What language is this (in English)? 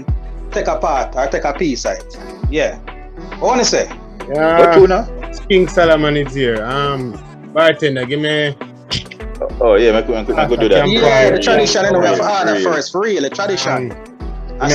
Jamaican Creole English